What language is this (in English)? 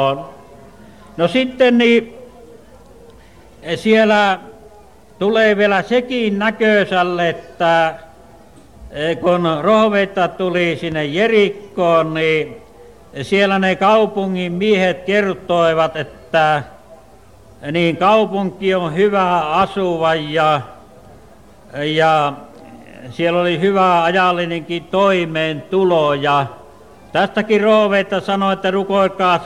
Finnish